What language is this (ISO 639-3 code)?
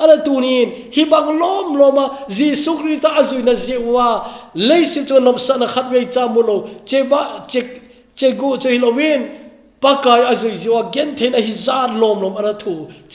tcz